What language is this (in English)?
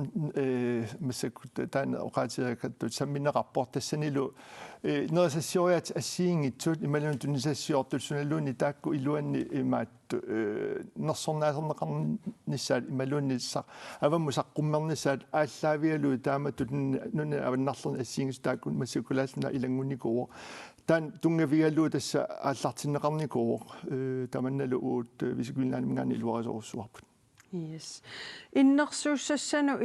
Kalaallisut